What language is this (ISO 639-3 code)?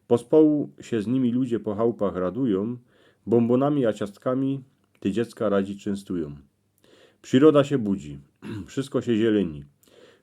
szl